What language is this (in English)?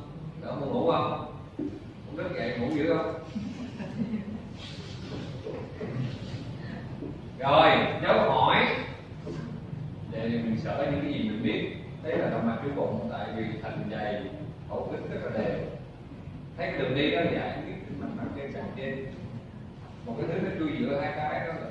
Vietnamese